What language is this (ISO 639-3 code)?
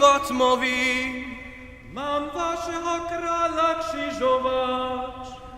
hsb